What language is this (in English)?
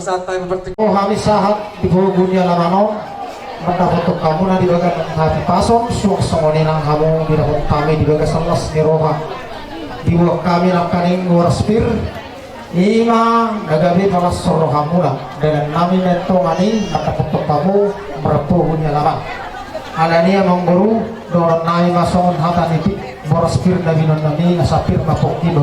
Batak Toba